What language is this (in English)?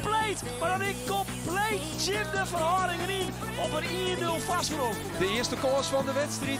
Western Frisian